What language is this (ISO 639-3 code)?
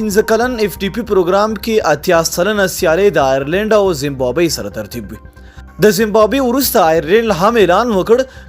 pus